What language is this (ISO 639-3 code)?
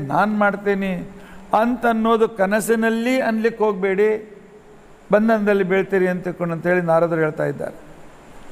kan